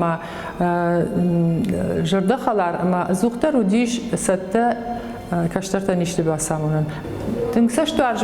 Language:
Ossetic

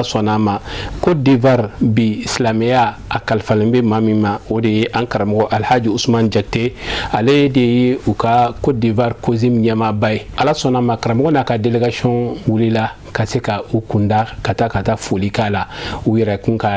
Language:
Bambara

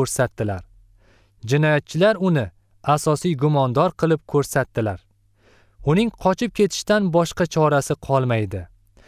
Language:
Uzbek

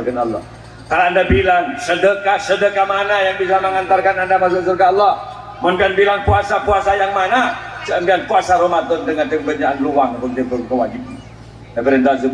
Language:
Madurese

